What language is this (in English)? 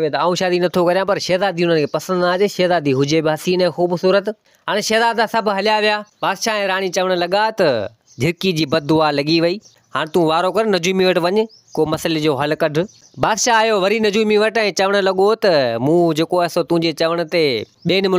Sindhi